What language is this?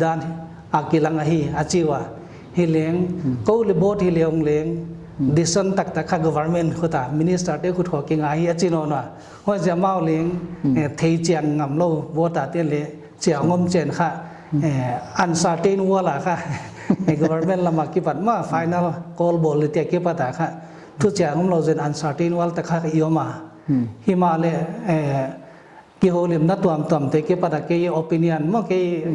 Paite Chin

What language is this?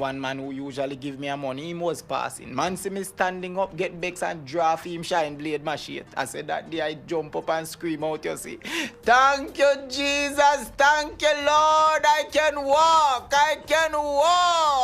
Jamaican Creole English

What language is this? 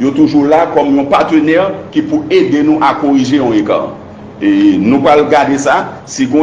Haitian Creole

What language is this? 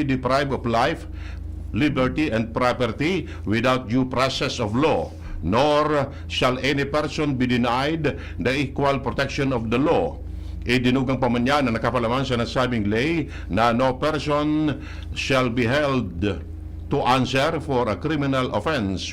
Bikol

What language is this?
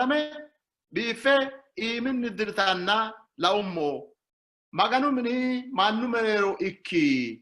Sidamo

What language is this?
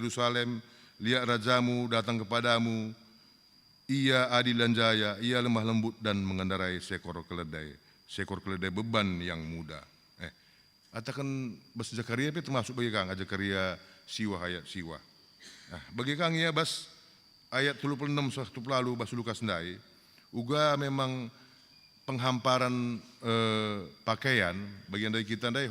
Batak Karo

